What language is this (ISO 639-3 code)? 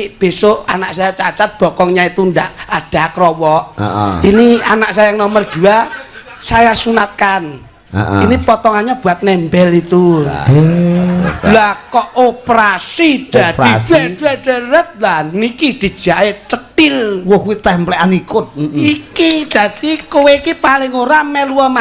jav